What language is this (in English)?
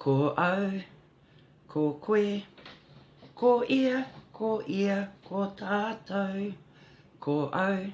Māori